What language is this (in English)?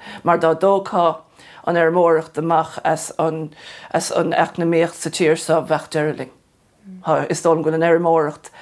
Irish